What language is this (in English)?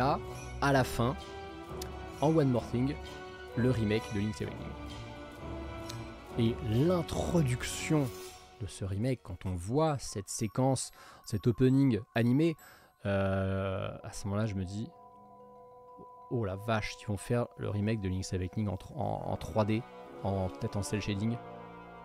French